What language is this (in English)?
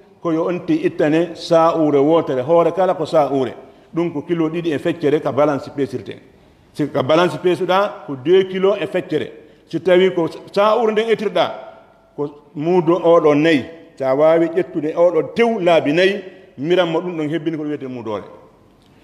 Pular